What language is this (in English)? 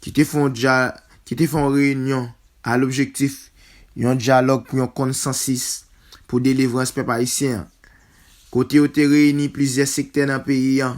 Haitian Creole